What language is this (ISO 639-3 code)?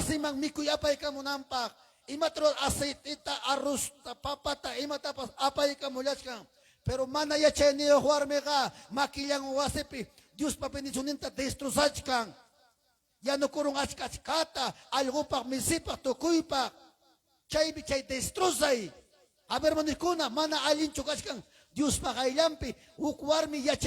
quy